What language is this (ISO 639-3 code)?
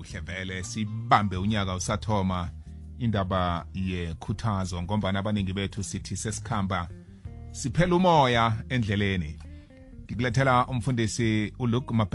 nbl